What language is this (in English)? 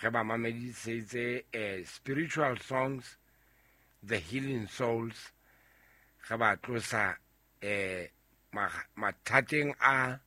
Southern Sotho